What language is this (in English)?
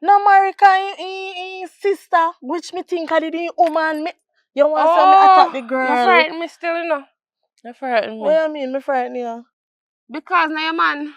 Jamaican Creole English